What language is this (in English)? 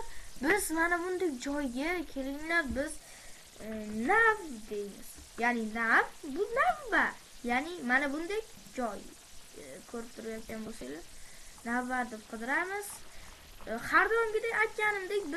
Uzbek